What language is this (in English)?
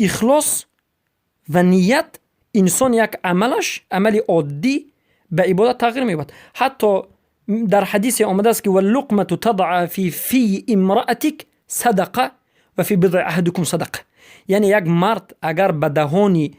Persian